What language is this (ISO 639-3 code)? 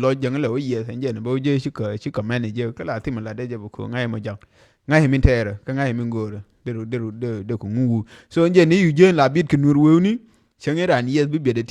nus